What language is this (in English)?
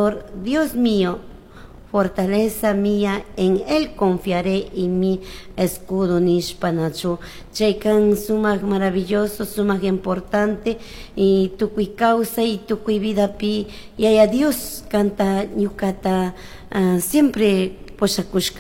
Chimborazo Highland Quichua